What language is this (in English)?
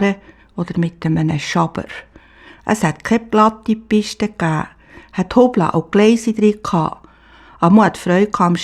Swiss German